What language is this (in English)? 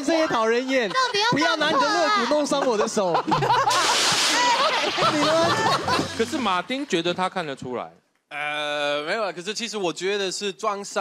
Chinese